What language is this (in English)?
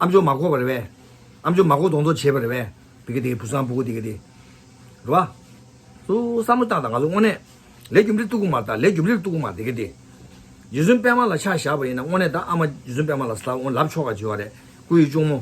Tibetan